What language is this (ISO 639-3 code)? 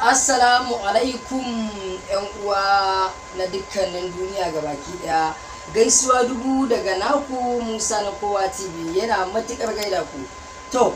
hau